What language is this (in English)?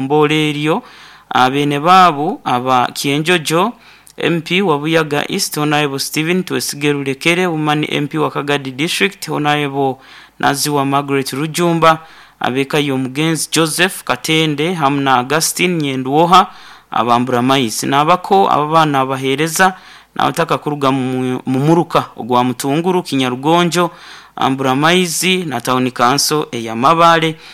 Nyoro